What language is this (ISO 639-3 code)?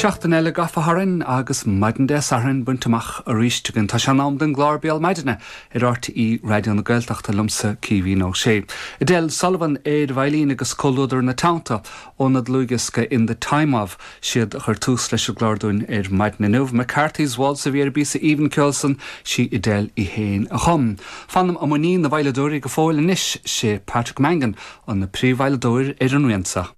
gle